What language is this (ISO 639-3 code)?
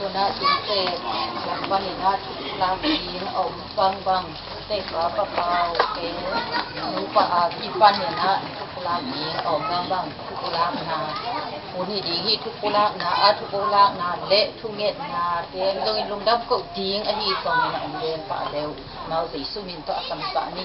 ctd